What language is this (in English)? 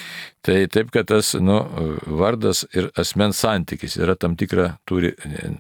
Lithuanian